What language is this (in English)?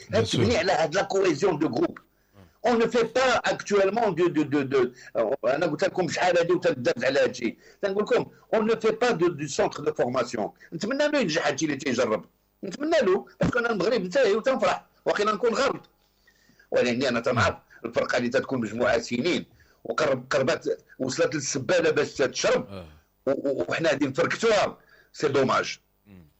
Moroccan Arabic